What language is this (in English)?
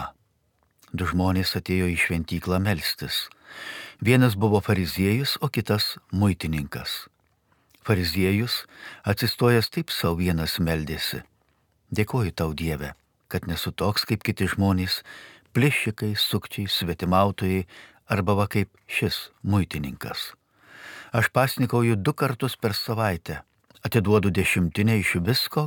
Lithuanian